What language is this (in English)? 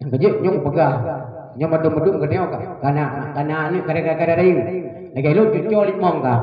Achinese